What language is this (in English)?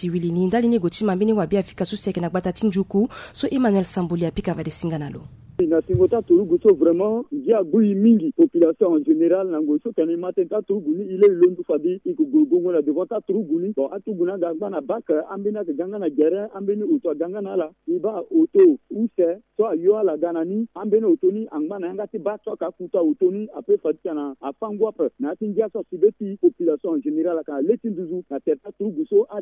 Sango